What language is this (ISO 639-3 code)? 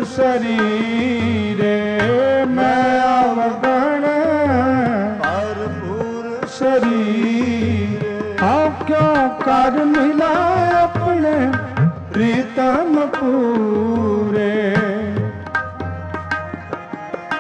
pan